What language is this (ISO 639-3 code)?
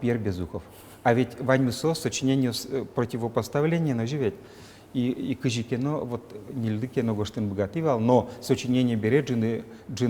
udm